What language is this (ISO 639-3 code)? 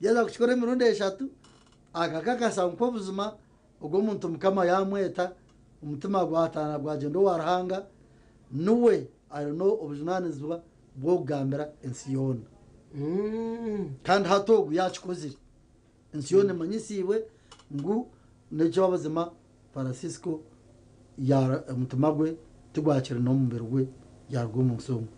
nyn